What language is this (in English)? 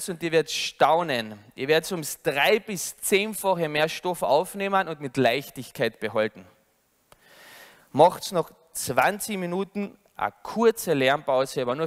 German